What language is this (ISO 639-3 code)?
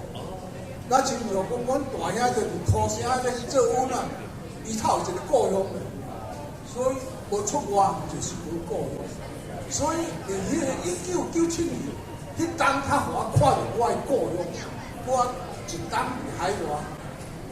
nan